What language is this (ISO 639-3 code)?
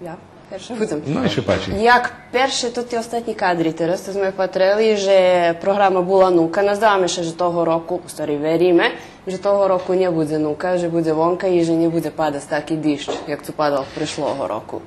rue